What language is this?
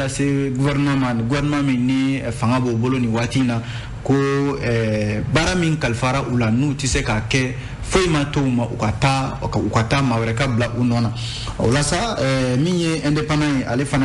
Bambara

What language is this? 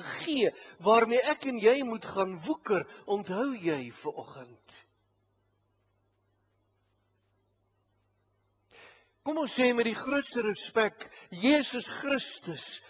Afrikaans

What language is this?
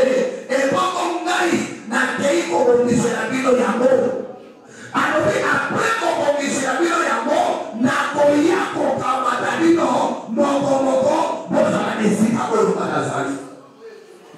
Lingala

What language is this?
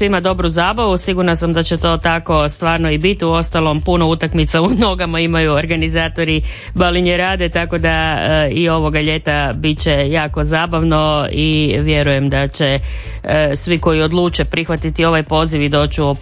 Croatian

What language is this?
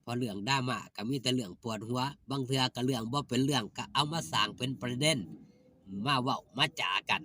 Northeastern Thai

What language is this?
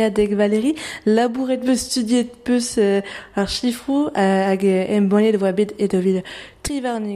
Breton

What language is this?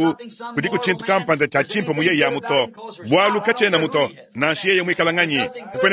Luba-Lulua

